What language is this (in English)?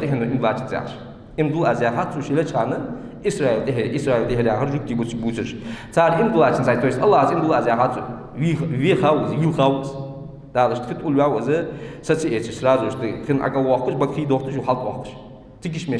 Ingush